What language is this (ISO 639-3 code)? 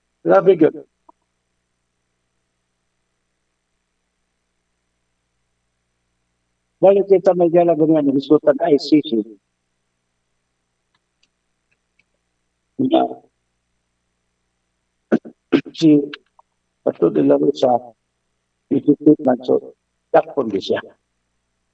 ceb